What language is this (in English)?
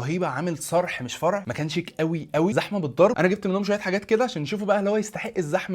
Egyptian Arabic